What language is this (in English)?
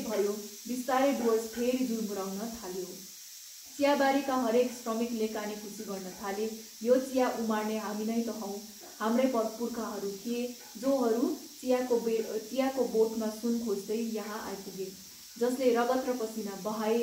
Nepali